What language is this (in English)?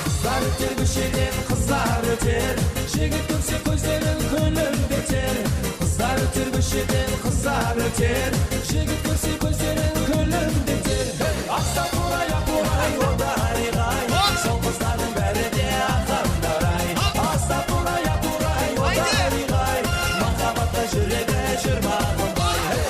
Kara-Kalpak